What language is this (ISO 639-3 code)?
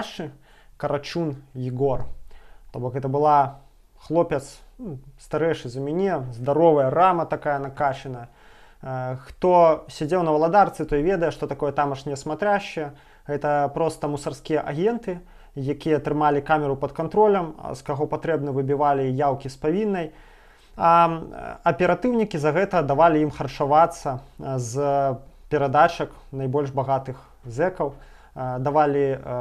bel